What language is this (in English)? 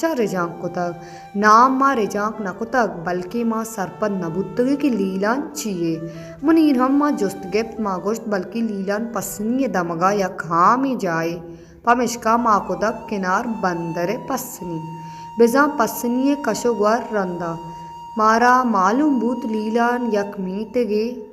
Baluchi